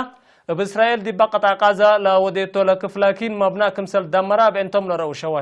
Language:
Tigre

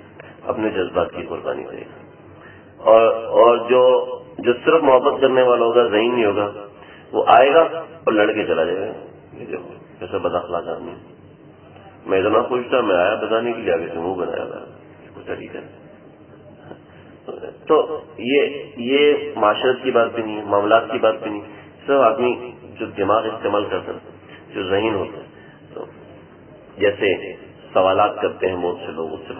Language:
Urdu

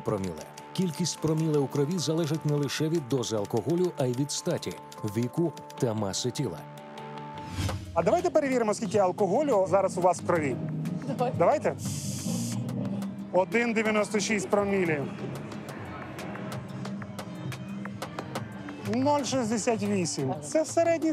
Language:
Ukrainian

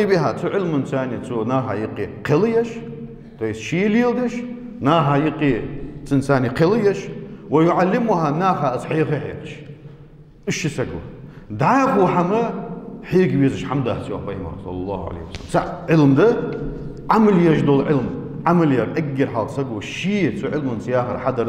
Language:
Ingush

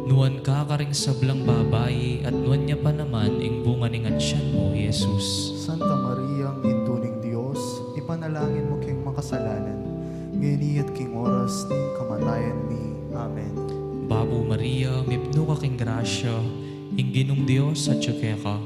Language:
Pampanga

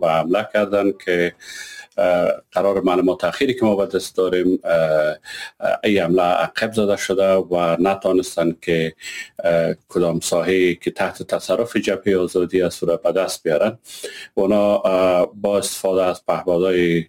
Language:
Persian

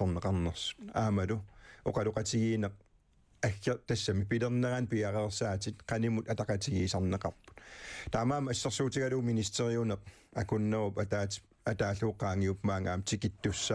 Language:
Kalaallisut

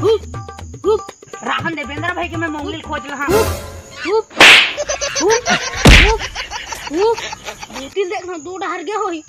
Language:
Chhattisgarhi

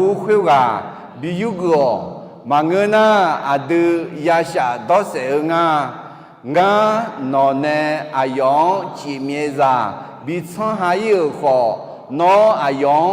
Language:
Akha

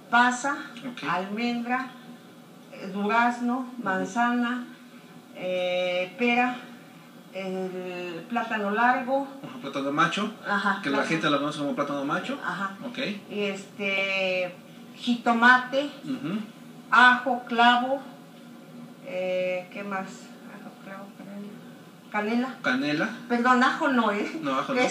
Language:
Spanish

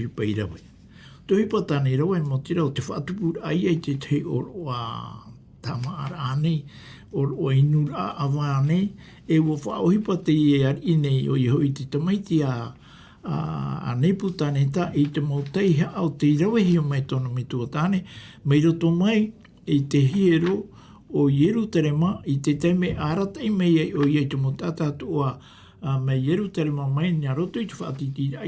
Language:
Tahitian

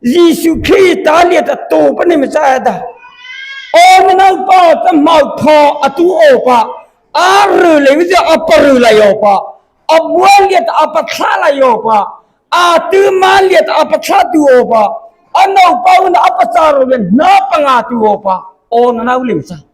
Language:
Mara Chin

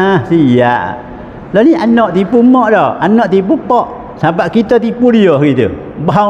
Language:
Malay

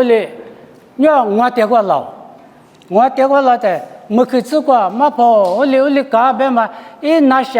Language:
Lisu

